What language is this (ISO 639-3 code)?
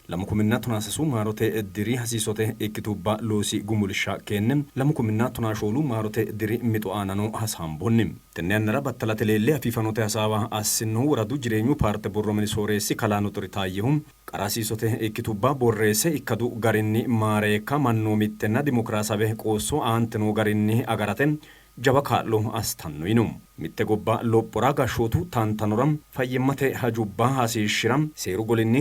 sid